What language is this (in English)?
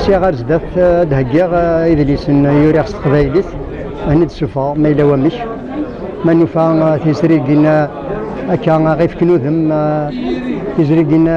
Kabyle